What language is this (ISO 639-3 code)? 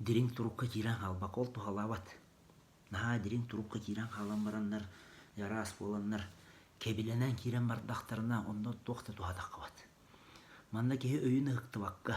sah